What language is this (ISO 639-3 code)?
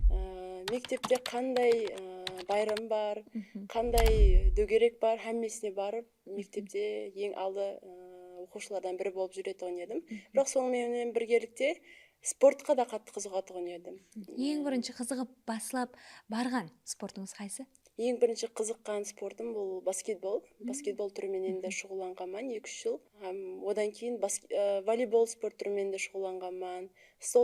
kaa